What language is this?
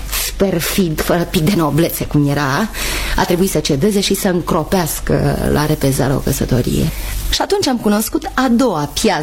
Romanian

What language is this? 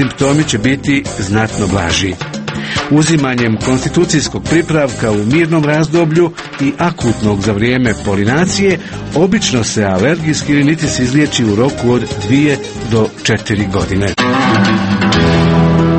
Croatian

